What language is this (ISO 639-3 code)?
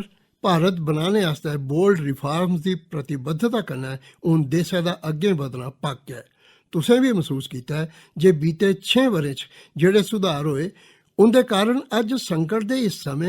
doi